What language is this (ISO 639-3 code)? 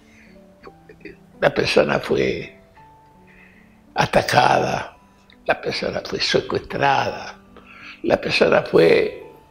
spa